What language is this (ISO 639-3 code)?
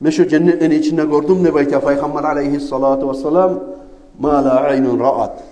kum